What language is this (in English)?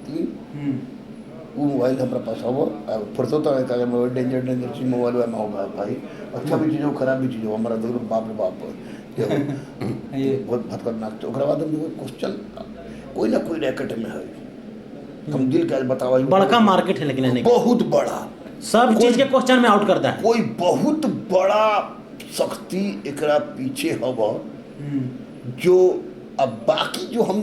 Magahi